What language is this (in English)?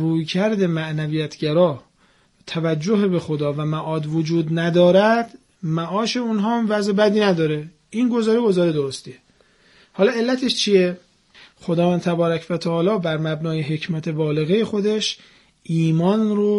Persian